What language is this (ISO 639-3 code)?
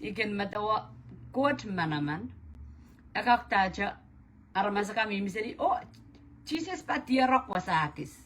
pon